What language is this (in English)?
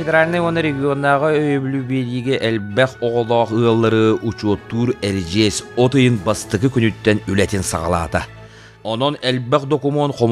Yakut